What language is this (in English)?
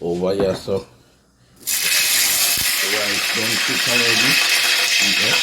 Jamaican Creole English